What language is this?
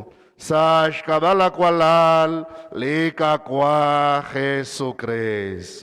Kekchí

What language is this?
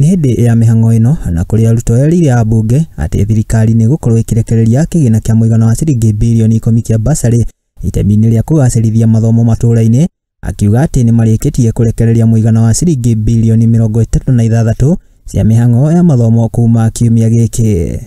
Kikuyu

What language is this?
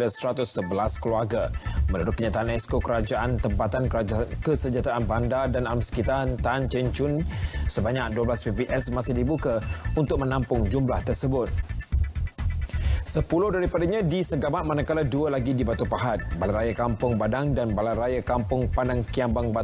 Malay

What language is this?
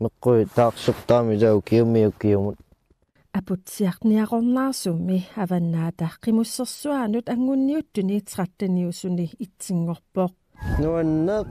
Kalaallisut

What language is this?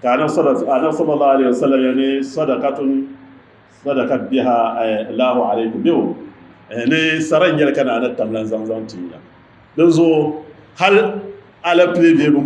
Dagbani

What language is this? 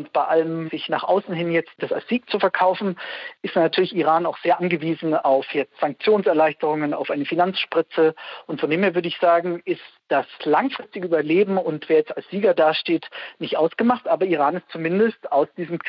German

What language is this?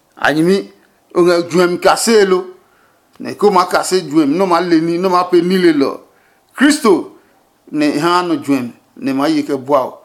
Adangme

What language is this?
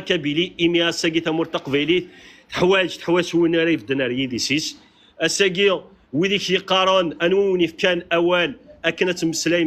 Kabyle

